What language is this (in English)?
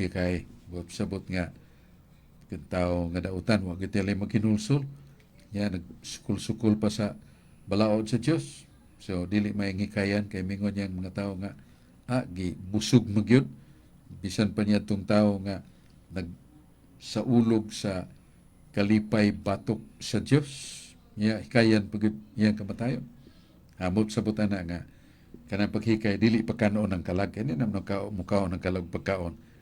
Cebuano